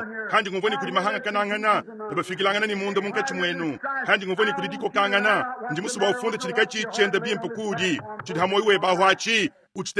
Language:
Luba-Lulua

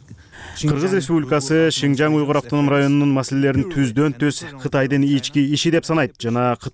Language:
Kyrgyz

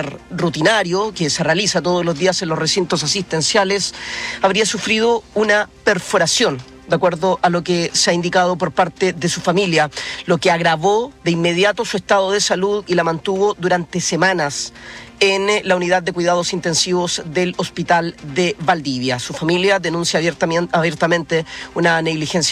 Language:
Spanish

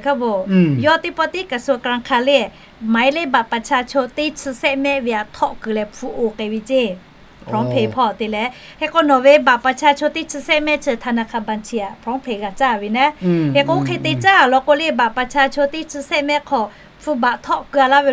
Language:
Lahu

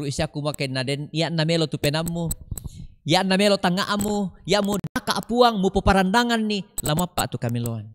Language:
Toraja-Sa'dan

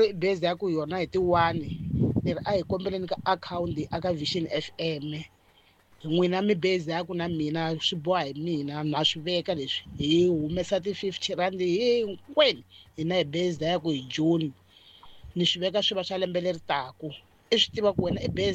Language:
Tsonga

